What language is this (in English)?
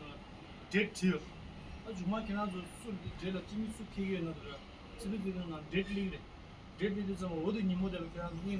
Tibetan